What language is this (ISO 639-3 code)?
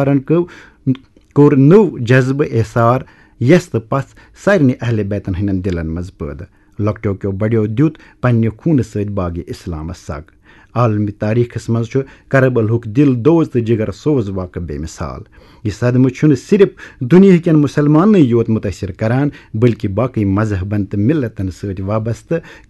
kas